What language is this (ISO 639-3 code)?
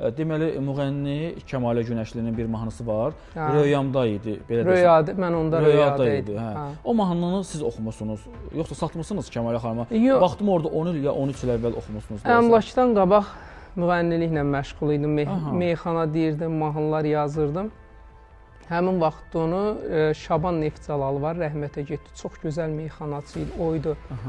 aze